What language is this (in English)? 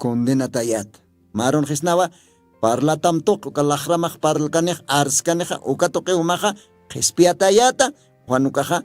Aymara